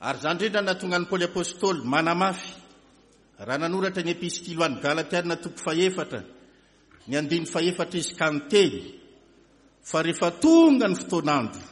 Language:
Malagasy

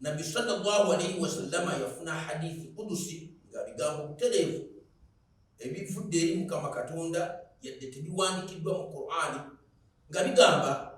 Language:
Ganda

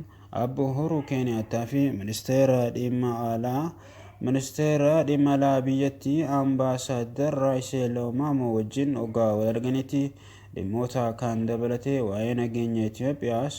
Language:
Oromo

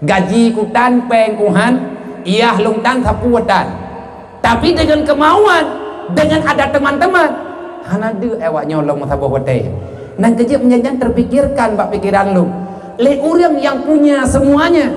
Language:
Achinese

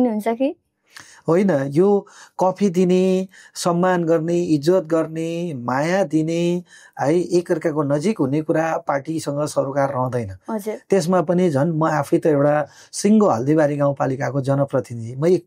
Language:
Nepali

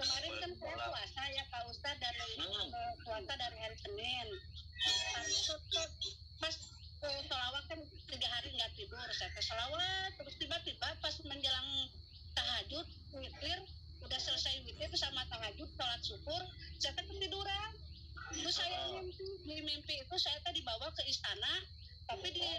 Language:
Indonesian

